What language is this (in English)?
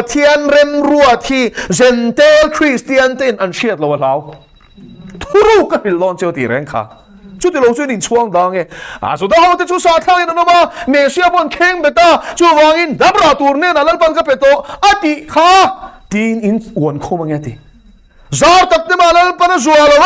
Mizo